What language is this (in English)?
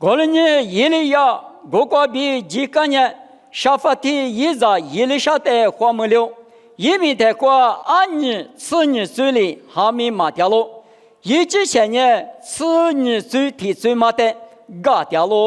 Lisu